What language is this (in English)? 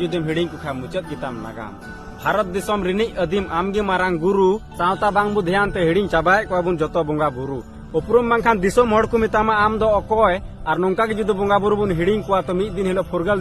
Santali